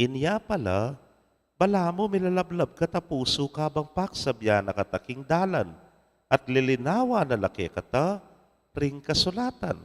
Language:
Pampanga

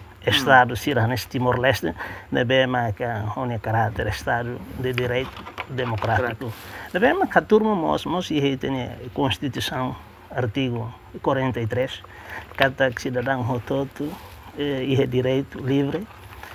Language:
Tetum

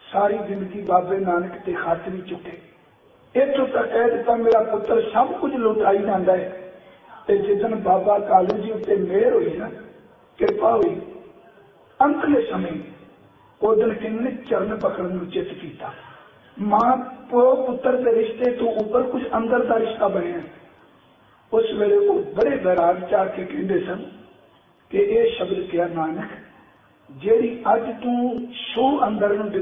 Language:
Punjabi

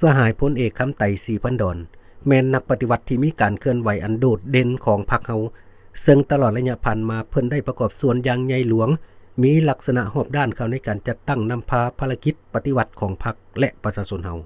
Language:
Lao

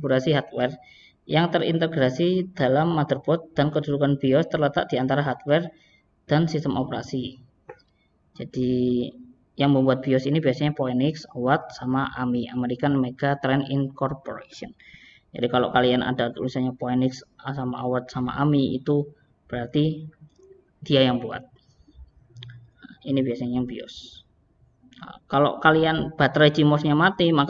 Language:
Indonesian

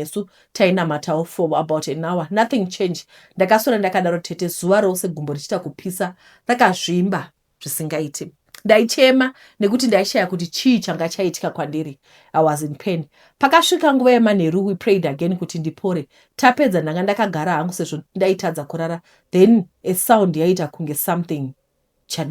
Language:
Shona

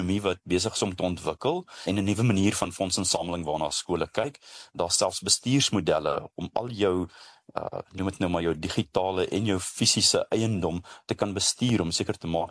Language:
Afrikaans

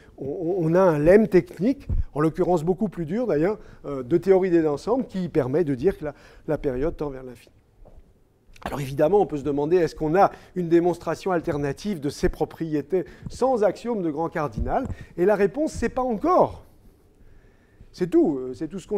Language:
French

